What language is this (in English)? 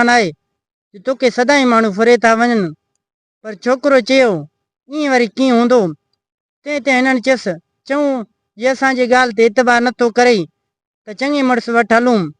Sindhi